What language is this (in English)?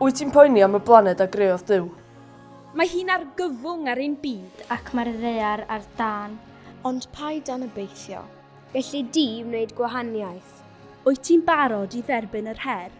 Welsh